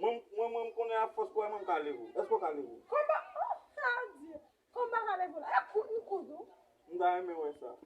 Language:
Haitian Creole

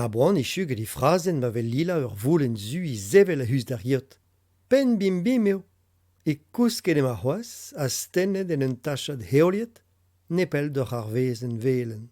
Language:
Breton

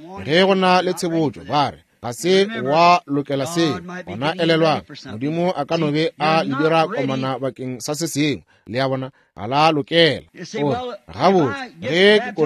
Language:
Northern Sotho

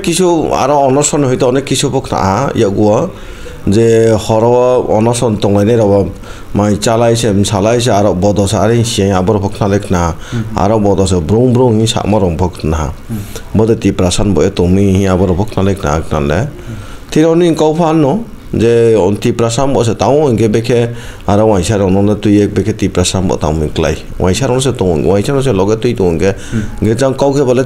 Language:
Kok Borok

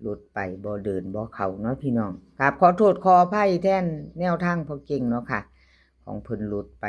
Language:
Northeastern Thai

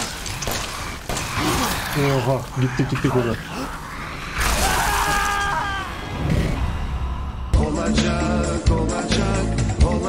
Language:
Turkish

